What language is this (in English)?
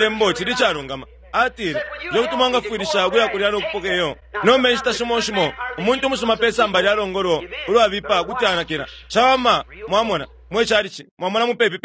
Bemba